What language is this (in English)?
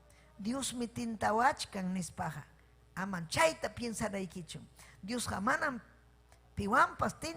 Ayacucho Quechua